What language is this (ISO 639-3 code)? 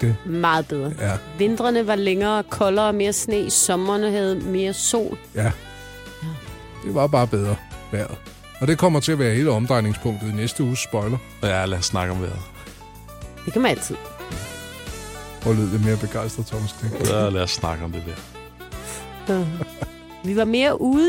dan